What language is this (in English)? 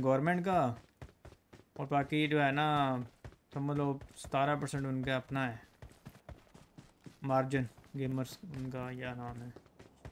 Hindi